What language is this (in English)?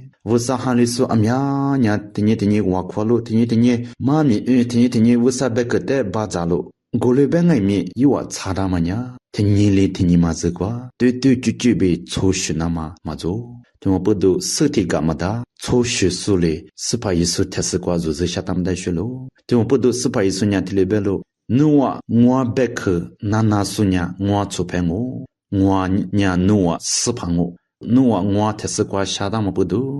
Lisu